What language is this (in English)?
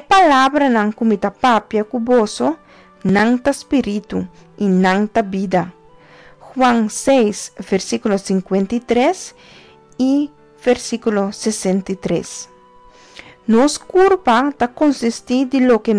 Papiamento